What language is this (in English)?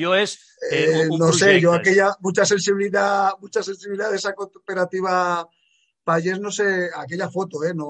Catalan